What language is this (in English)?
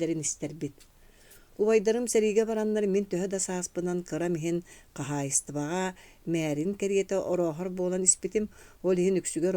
Yakut